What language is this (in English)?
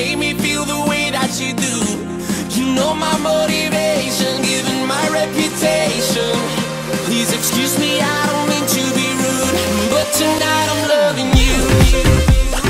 English